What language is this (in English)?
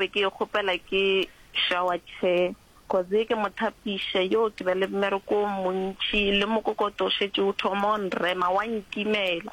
Northern Sotho